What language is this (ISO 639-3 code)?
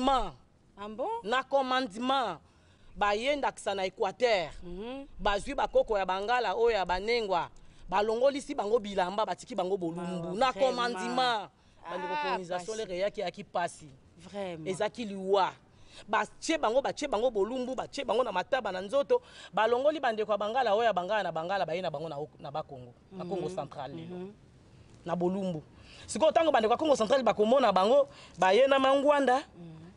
lin